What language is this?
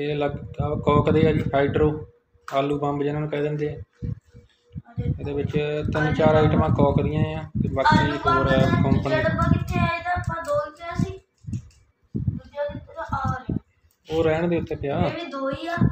Punjabi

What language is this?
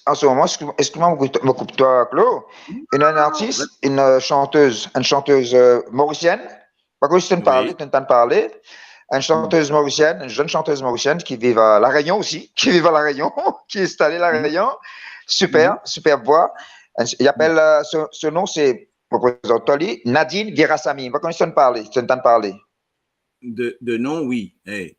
Morisyen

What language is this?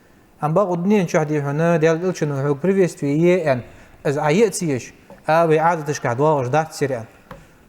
Ingush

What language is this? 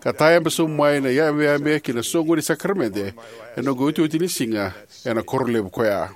Fijian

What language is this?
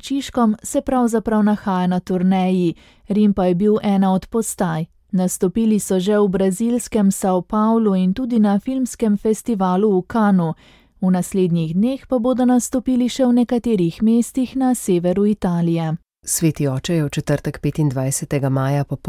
Slovenian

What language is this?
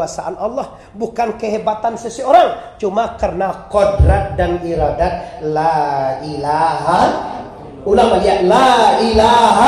Minangkabau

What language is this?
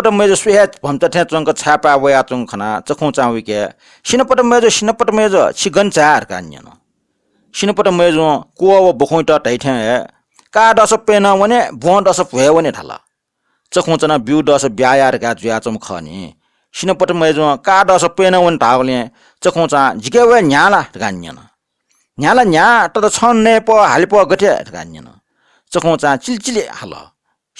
Newari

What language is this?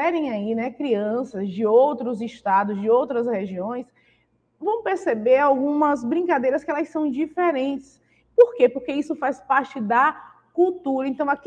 Portuguese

